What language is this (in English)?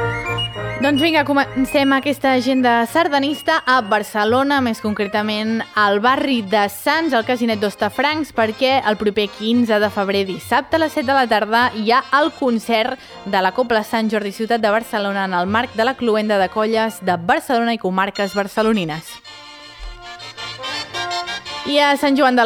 Catalan